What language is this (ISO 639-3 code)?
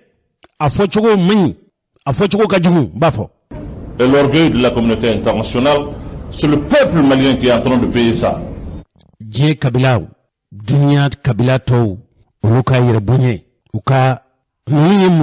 bam